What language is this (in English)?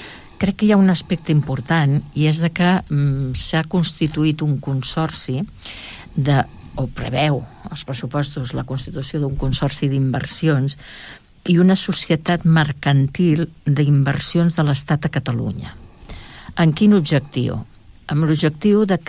Catalan